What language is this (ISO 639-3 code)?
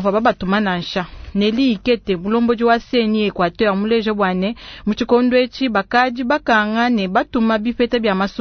lua